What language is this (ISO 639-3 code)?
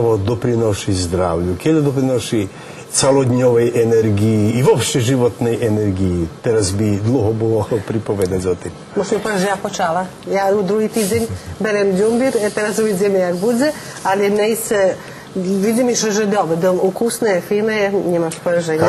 rue